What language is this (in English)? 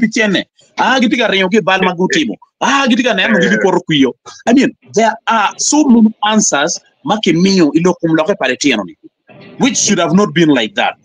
Acoli